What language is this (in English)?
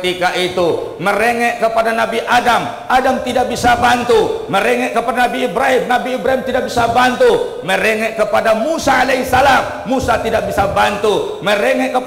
Indonesian